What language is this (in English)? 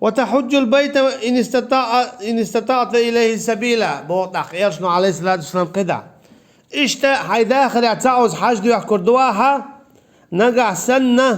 Chechen